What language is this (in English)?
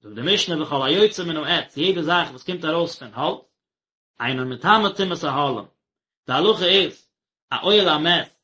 Yiddish